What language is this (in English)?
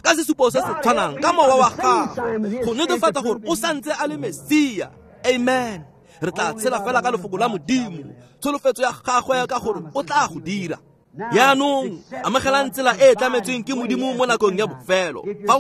Tswana